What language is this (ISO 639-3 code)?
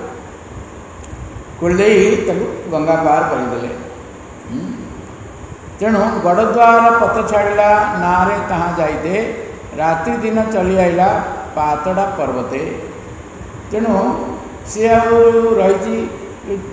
ori